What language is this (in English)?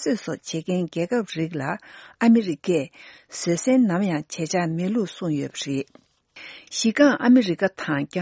Tibetan